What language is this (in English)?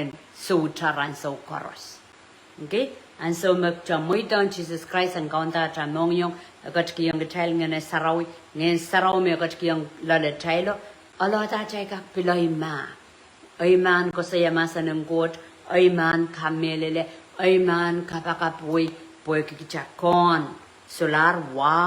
Pohnpeian